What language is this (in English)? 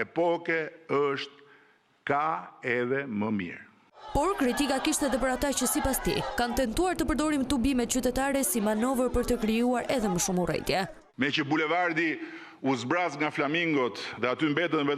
Albanian